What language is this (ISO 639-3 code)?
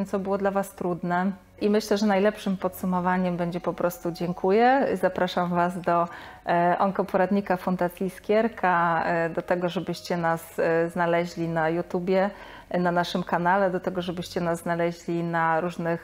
pol